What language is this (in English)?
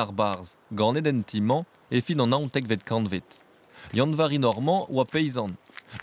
Breton